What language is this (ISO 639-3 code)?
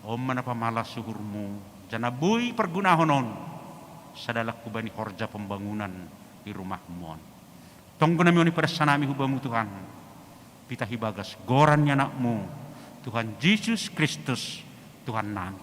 bts